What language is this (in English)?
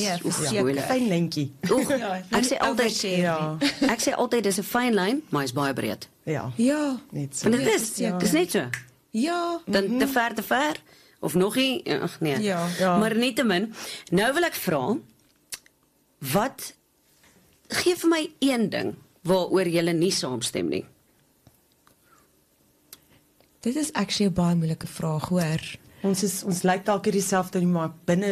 Afrikaans